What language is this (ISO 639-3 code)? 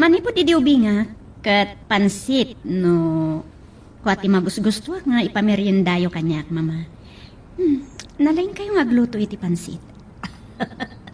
ilo